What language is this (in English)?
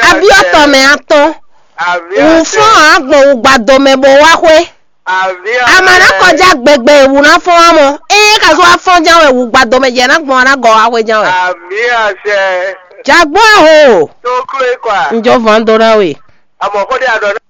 Fon